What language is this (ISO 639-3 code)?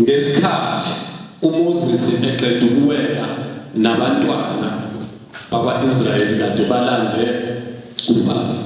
zul